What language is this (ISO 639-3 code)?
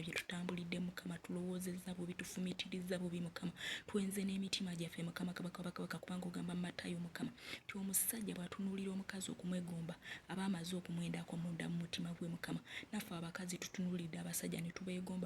lug